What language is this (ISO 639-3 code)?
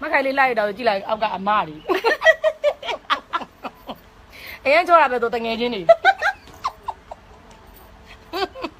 mya